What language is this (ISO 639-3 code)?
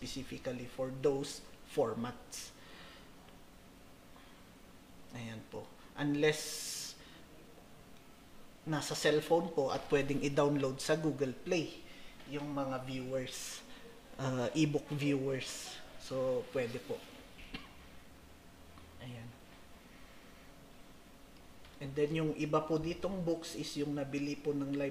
fil